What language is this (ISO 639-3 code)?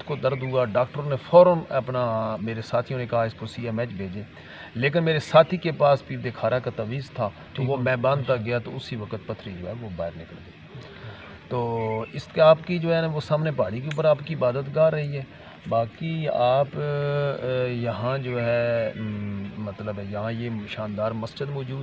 urd